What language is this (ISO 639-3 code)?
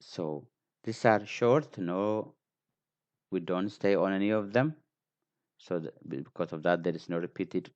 eng